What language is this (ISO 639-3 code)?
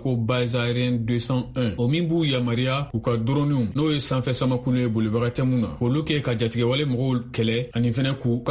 bam